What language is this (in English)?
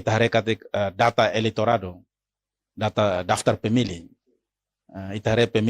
Tetum